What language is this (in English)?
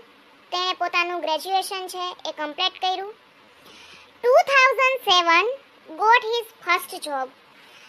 Gujarati